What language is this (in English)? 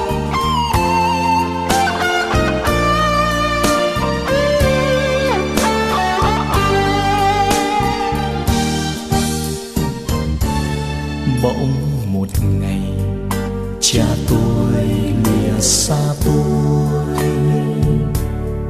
Vietnamese